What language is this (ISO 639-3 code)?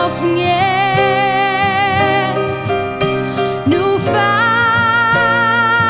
isl